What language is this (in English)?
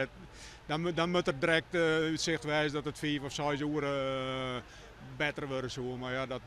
Western Frisian